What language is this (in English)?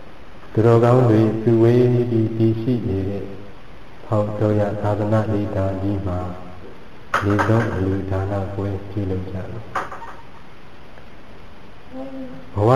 Burmese